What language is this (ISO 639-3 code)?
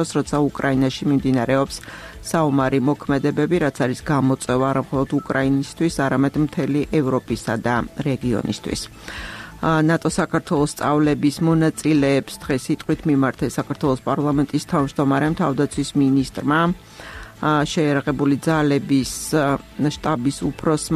kat